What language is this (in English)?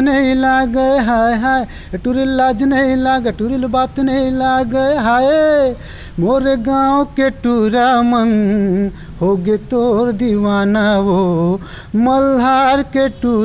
Chhattisgarhi